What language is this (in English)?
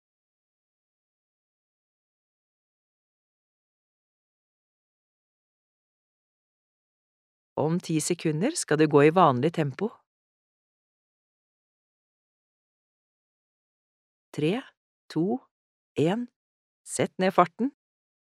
Norwegian